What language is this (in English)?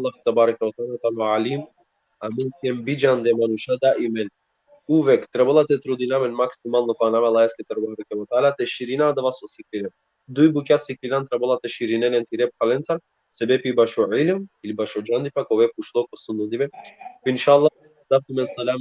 Balkan Romani